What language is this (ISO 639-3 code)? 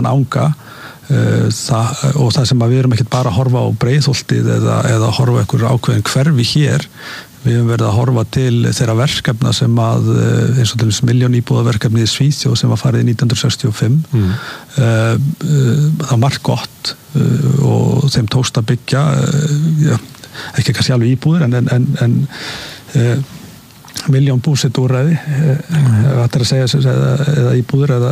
isl